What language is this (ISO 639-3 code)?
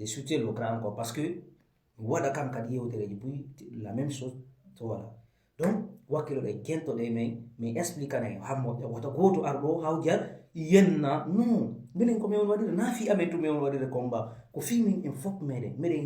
ful